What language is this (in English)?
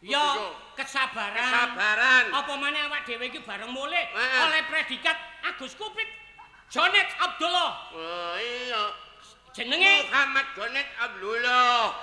Javanese